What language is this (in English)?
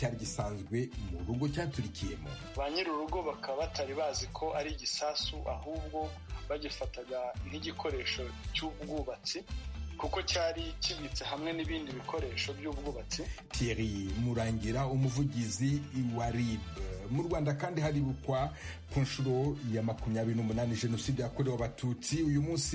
Kinyarwanda